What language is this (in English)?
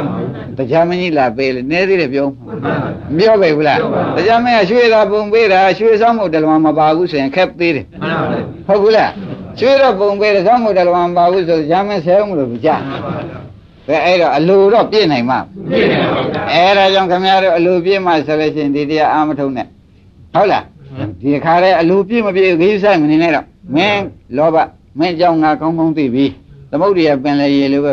Burmese